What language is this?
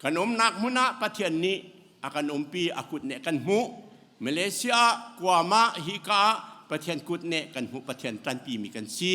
Hakha Chin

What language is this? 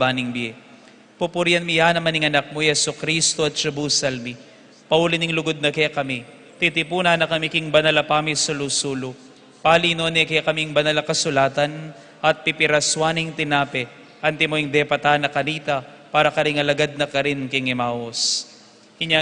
Pampanga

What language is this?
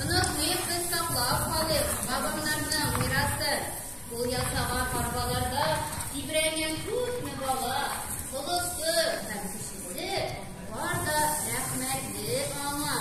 Tatar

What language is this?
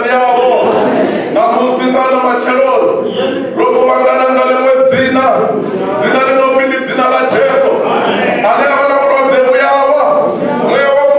Venda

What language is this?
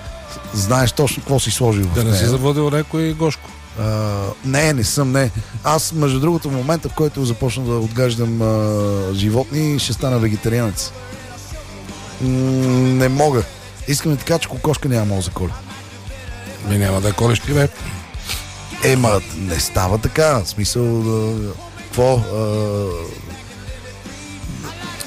Bulgarian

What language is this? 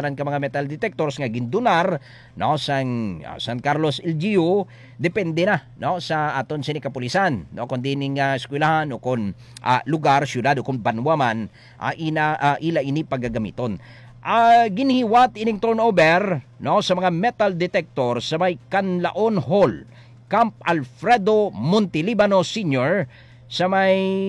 Hiligaynon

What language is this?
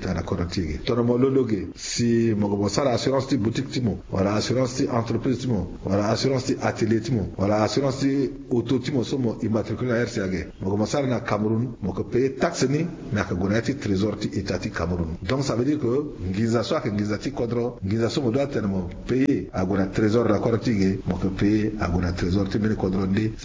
Sango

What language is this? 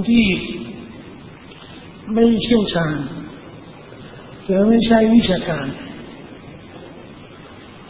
Thai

